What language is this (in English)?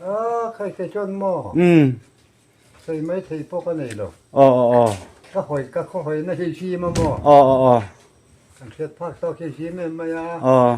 Mizo